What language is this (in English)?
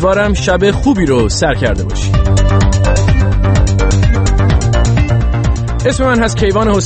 Persian